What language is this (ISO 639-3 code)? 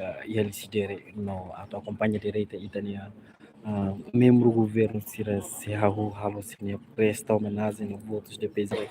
tet